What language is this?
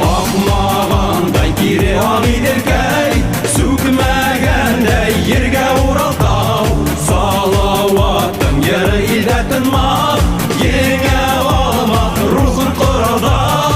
Bashkir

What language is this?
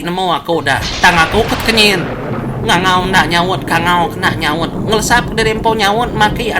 Iban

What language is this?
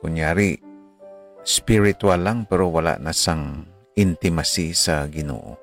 Hiligaynon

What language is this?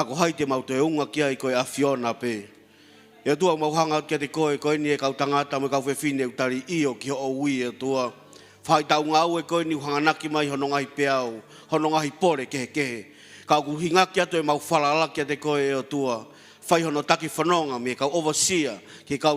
Tongan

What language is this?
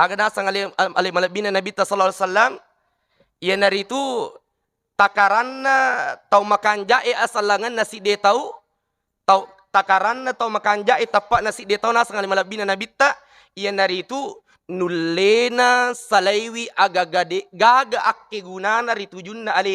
Buginese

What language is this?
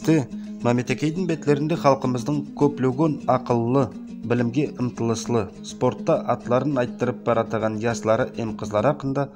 Nogai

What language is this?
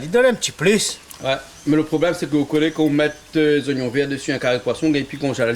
Réunion Creole French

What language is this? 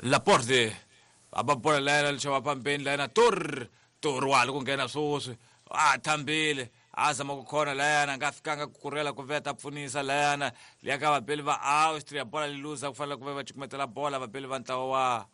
Tsonga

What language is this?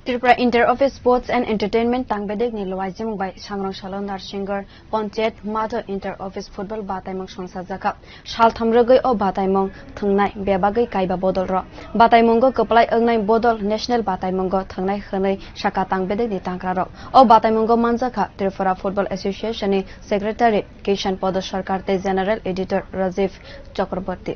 Kok Borok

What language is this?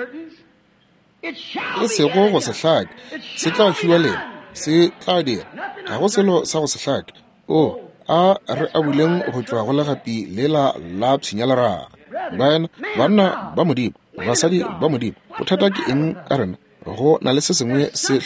Northern Sotho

